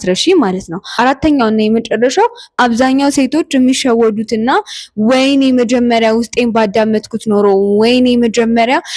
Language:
Amharic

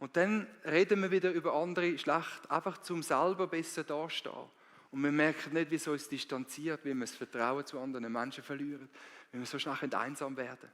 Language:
Swiss German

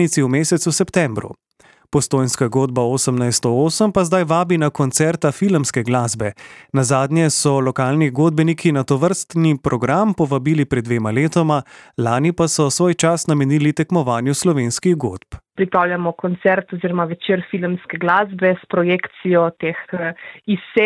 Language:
Slovenian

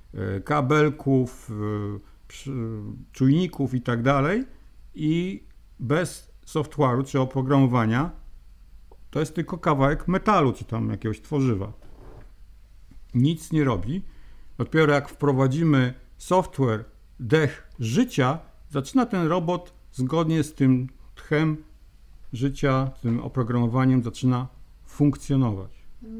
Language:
Polish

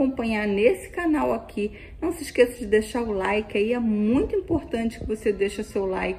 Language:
Portuguese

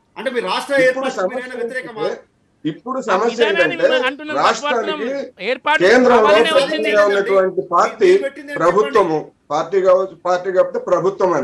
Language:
Telugu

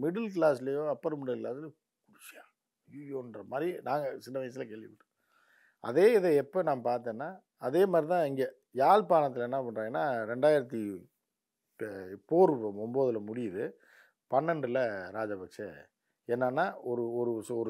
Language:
Tamil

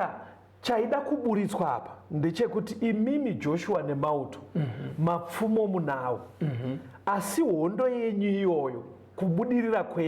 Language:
Shona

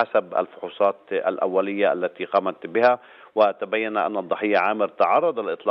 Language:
Arabic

